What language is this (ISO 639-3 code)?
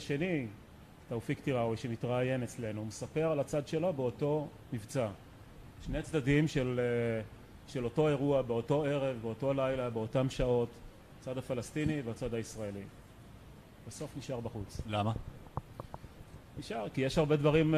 heb